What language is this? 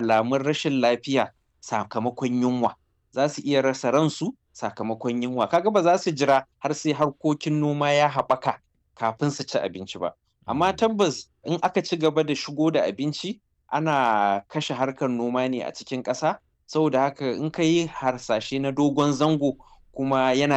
Hausa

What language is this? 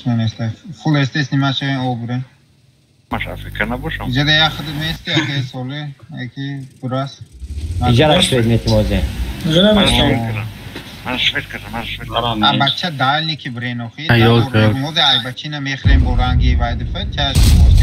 Tajik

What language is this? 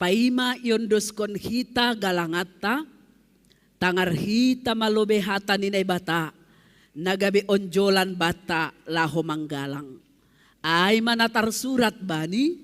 Batak Simalungun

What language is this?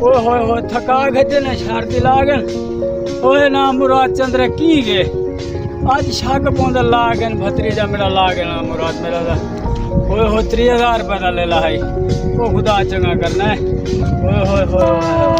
Saraiki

